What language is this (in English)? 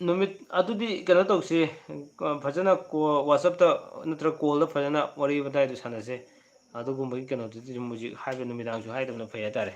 Manipuri